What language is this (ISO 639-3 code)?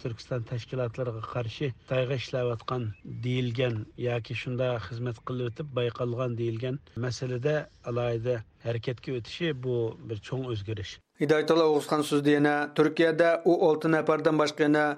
uig